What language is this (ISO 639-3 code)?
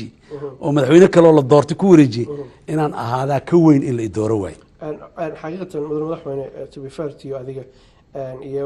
som